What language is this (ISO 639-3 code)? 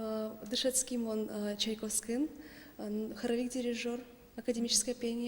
udm